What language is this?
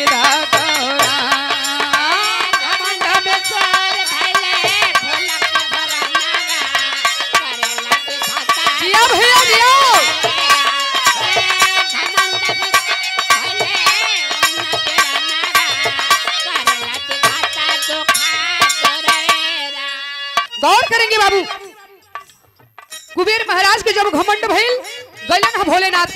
Bhojpuri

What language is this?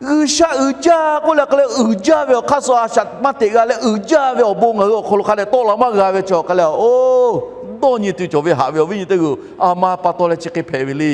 Lahu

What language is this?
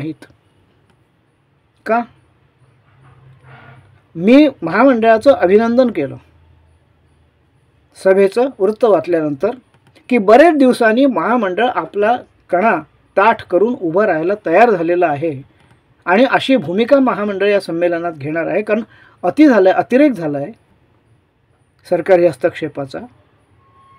Marathi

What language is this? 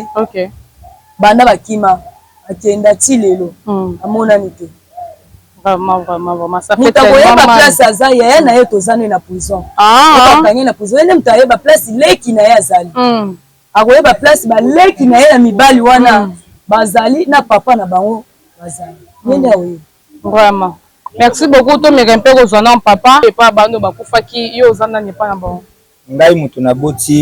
Lingala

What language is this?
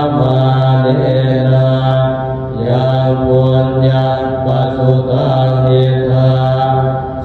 Pali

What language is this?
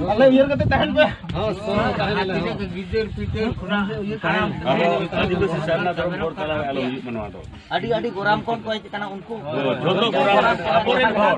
Santali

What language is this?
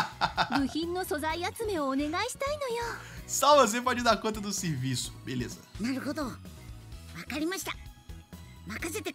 Portuguese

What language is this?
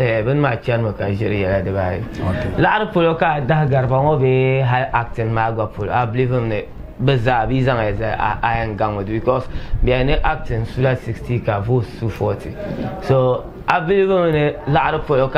Dagbani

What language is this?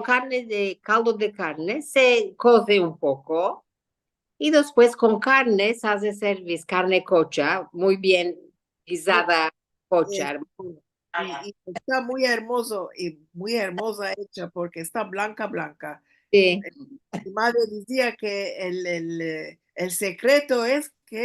Ladino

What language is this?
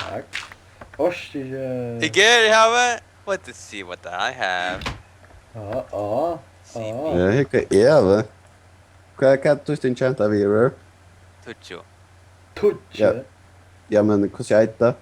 Faroese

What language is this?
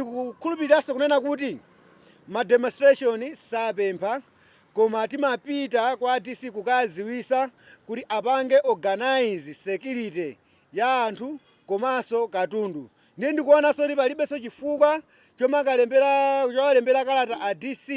Nyanja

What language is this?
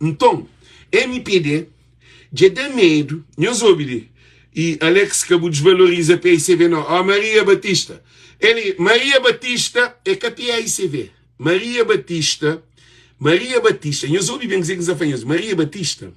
Kabuverdianu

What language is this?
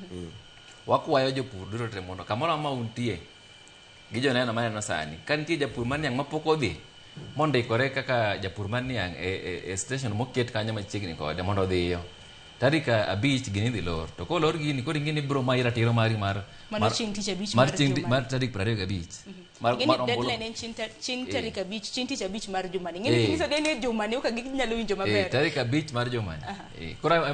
Luo (Kenya and Tanzania)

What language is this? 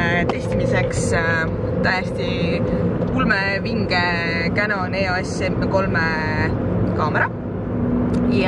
Estonian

